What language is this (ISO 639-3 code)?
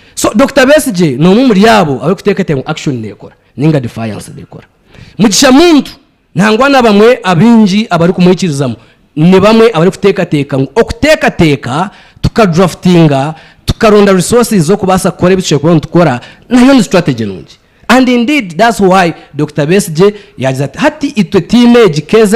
nyn